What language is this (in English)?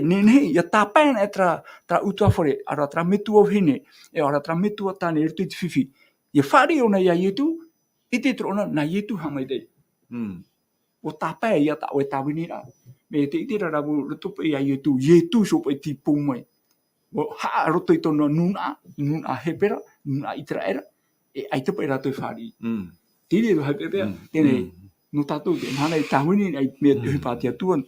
Tahitian